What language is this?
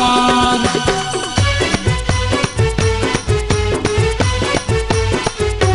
Chhattisgarhi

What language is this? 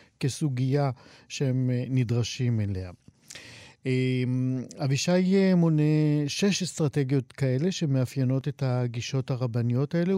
Hebrew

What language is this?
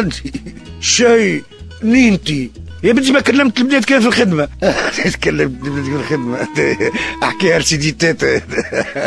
Tunisian Arabic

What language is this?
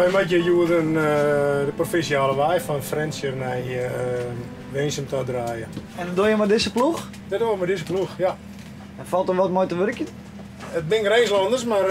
Western Frisian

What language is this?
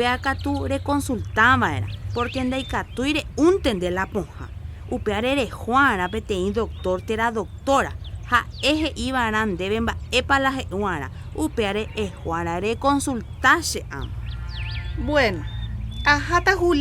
Guarani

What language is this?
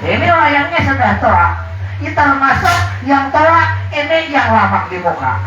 Banjar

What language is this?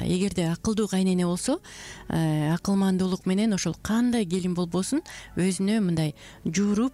Kyrgyz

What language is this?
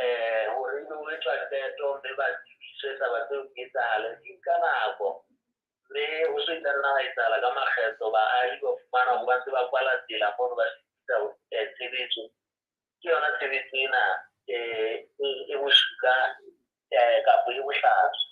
Southern Sotho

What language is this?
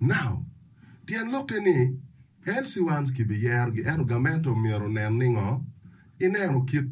Acoli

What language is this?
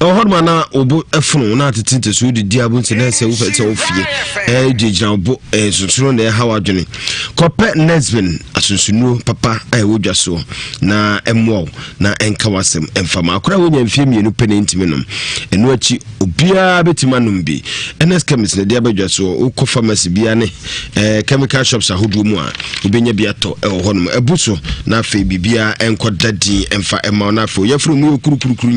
Akan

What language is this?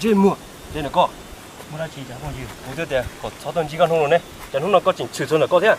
Hmong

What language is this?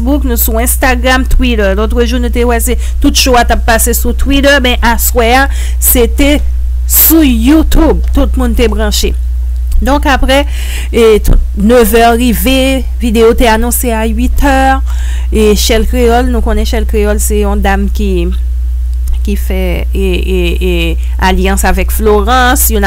Haitian Creole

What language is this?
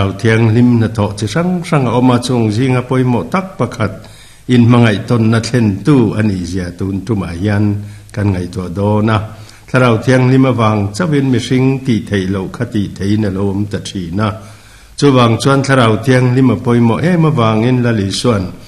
Mizo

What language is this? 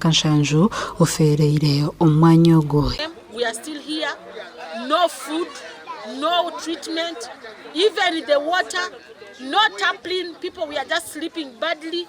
Nyankole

